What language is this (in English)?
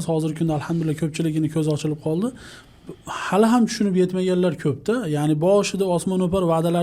Uzbek